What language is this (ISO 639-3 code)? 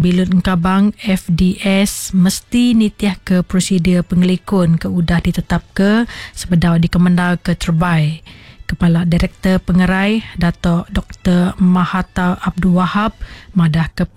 iba